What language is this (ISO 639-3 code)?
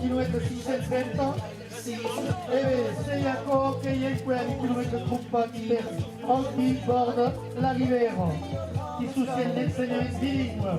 oci